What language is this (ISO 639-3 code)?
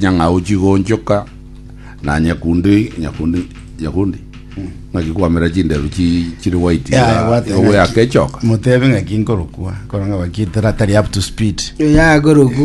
guz